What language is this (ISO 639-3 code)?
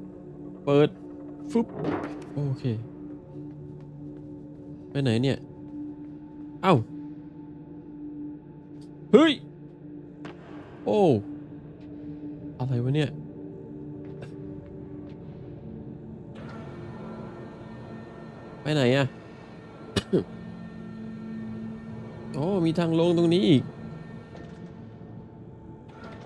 tha